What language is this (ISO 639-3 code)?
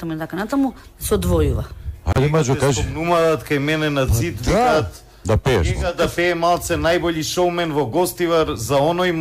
mkd